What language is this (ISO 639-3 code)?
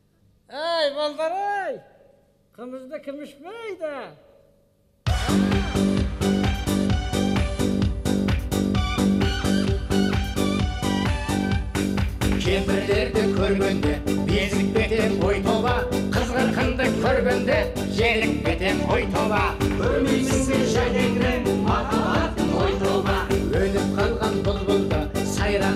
kaz